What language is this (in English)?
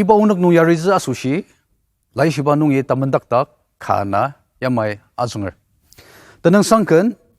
Ao Naga